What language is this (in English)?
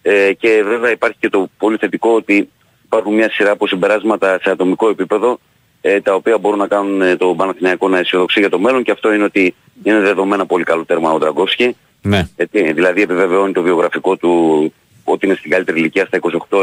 Greek